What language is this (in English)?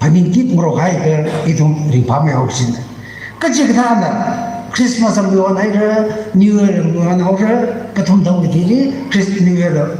Tangkhul Naga (India)